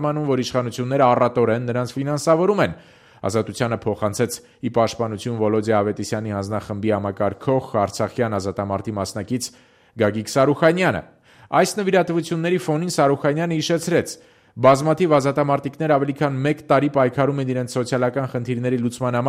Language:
Armenian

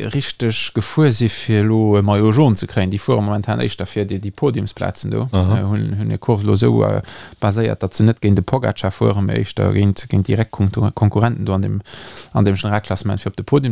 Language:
Luxembourgish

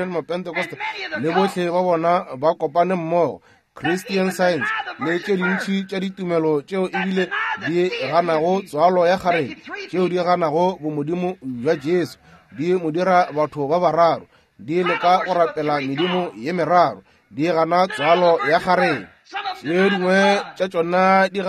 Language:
Northern Sotho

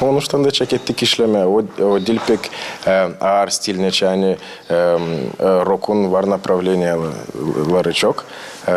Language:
Gagauz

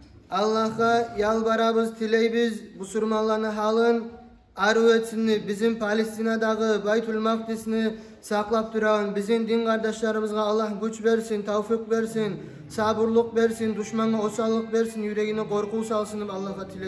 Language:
Kumyk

